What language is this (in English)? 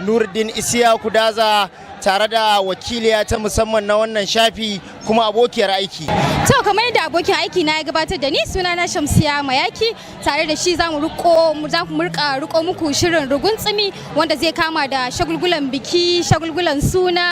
Hausa